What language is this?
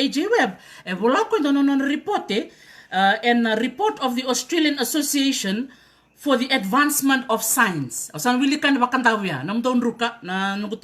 Fijian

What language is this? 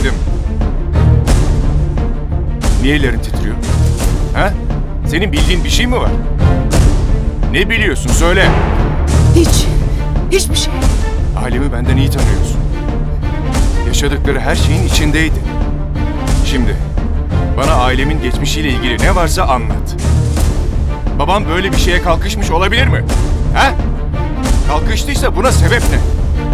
Turkish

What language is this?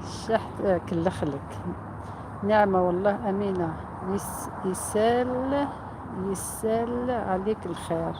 Algerian Arabic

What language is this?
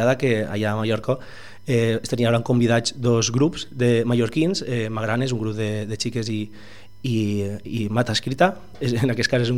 Catalan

